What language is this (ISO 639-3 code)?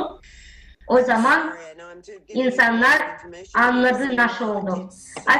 gag